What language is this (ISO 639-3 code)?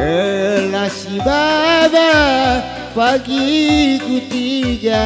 btx